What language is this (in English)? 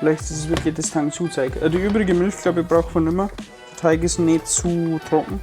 Bavarian